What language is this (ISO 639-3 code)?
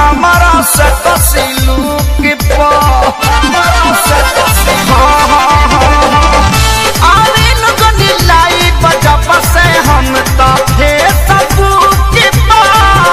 bho